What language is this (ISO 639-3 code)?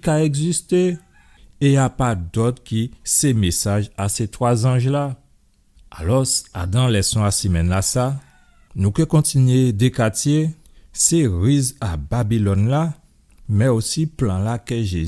gcf